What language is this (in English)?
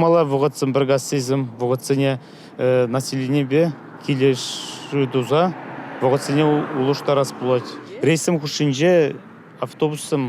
Chuvash